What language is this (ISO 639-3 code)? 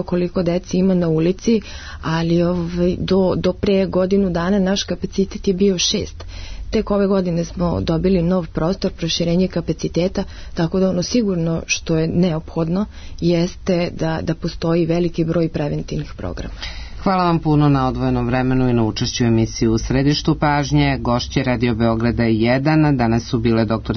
srp